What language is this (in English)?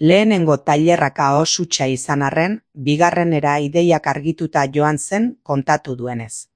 Basque